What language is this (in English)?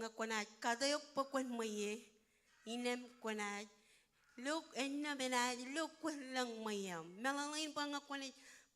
Marshallese